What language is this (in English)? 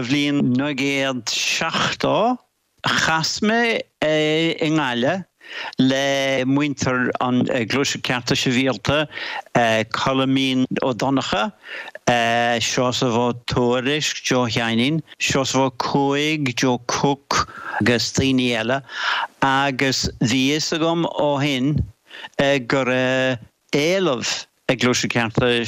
Irish